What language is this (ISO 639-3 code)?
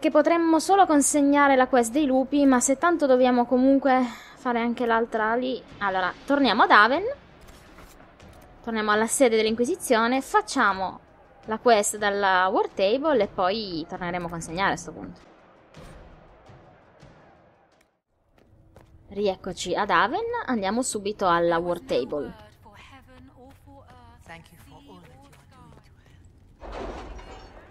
ita